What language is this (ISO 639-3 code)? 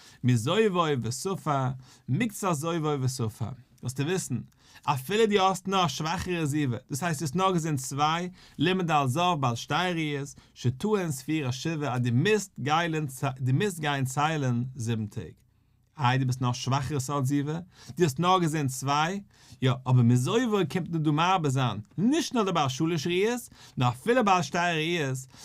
yid